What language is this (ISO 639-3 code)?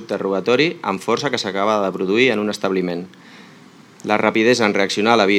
cat